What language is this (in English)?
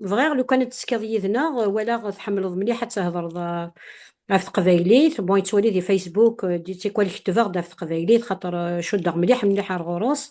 Kabyle